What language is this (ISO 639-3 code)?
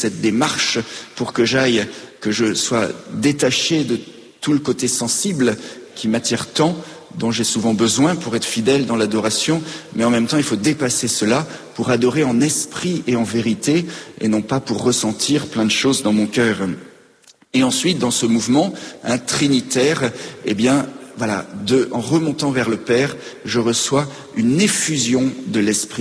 fra